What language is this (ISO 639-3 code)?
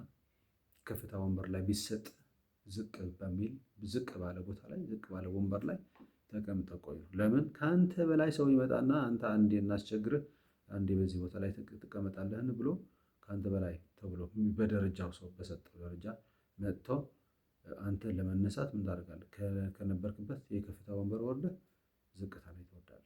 amh